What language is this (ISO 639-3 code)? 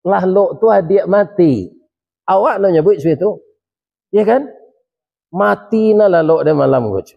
min